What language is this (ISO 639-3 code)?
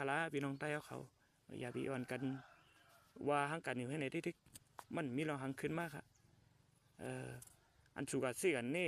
shn